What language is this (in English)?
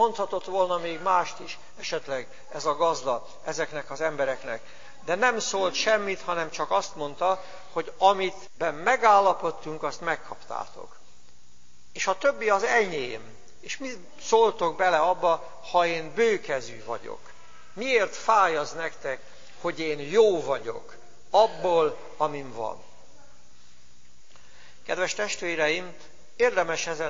Hungarian